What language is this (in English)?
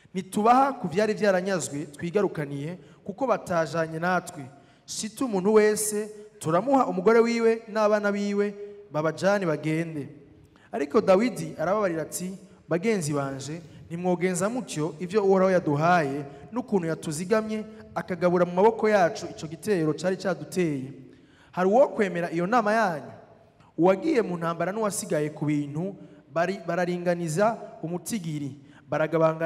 Rundi